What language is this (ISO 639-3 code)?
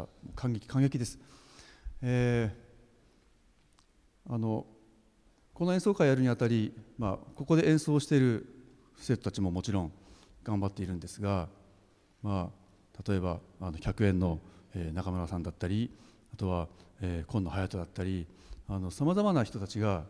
jpn